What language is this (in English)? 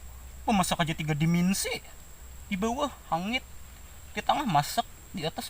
Banjar